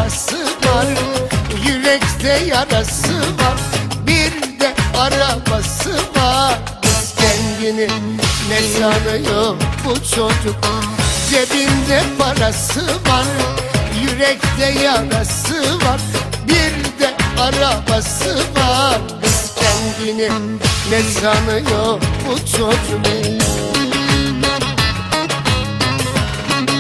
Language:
Turkish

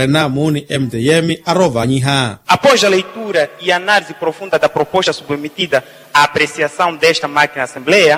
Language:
Makhuwa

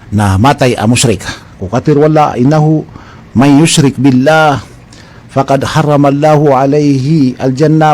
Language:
Maranao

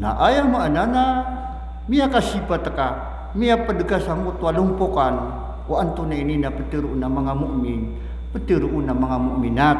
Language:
Maranao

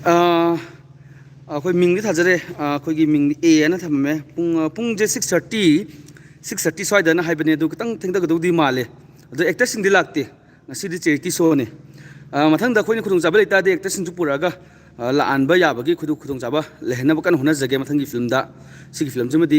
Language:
Manipuri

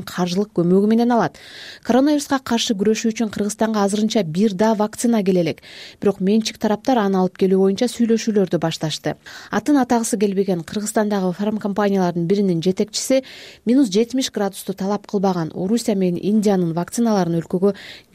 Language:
Kyrgyz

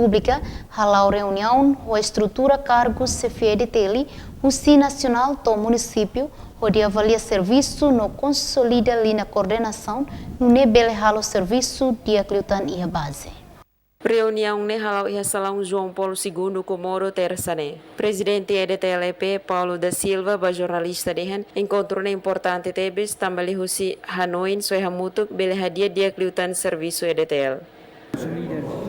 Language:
Tetum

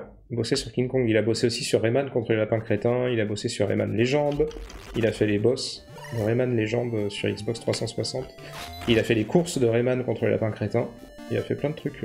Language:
French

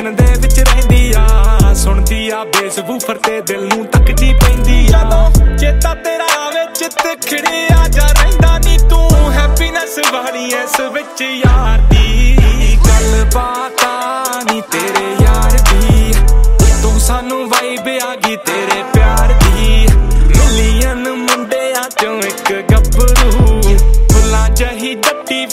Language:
Punjabi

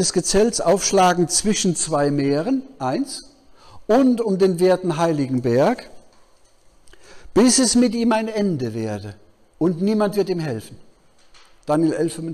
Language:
German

